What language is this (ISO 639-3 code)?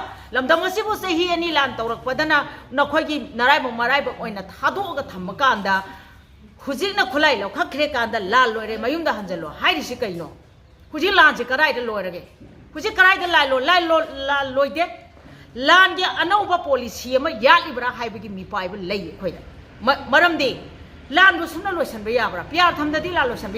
mni